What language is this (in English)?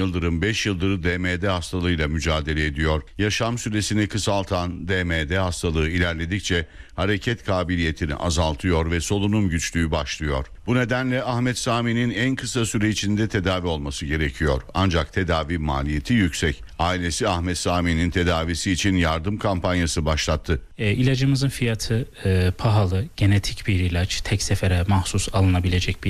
Turkish